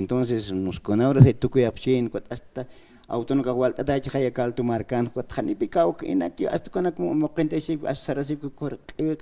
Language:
Aymara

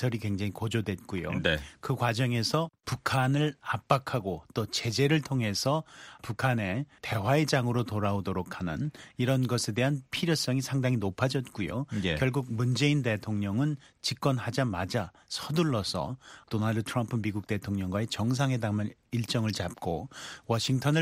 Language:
Korean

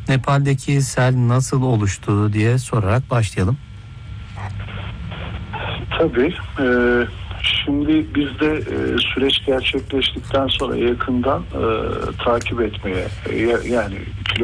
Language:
Turkish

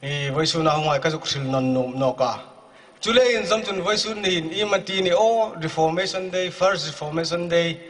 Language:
Hmar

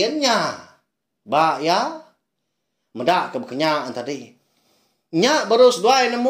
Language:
Iban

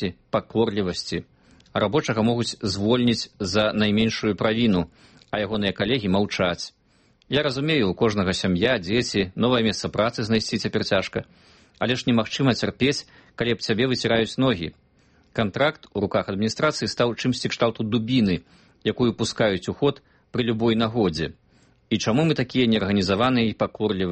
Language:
Belarusian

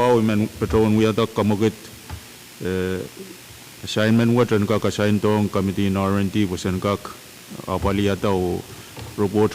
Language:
Pohnpeian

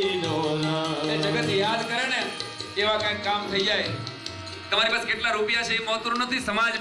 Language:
Gujarati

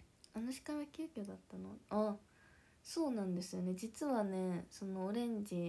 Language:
Japanese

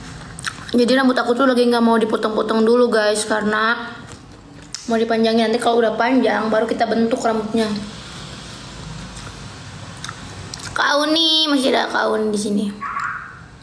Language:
Indonesian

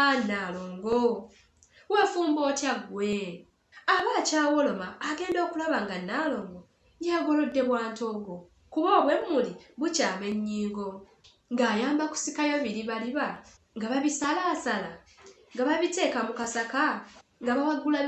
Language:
Ganda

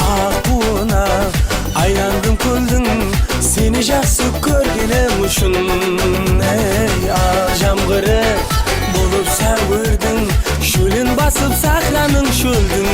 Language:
Kara-Kalpak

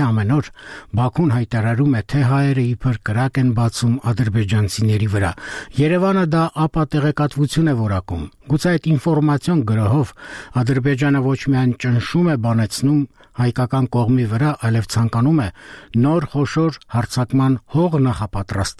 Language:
Armenian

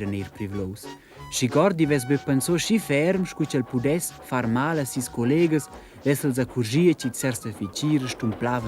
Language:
Romansh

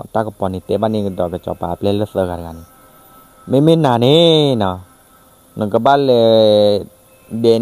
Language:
S'gaw Karen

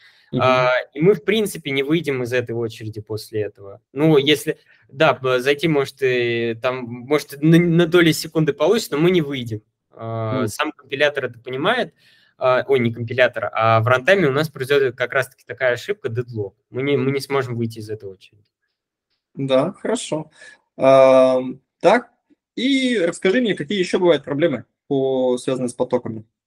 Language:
Russian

